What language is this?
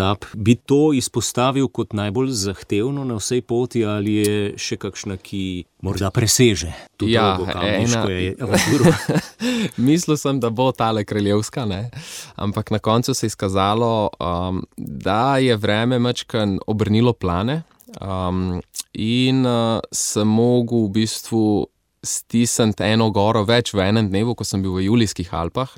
Slovenian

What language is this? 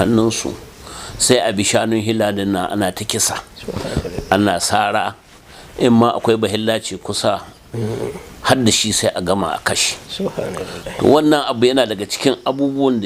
Hausa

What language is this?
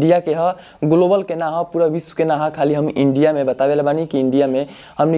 Bhojpuri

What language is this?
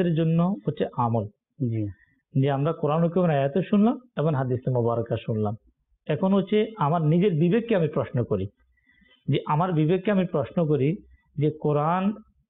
Bangla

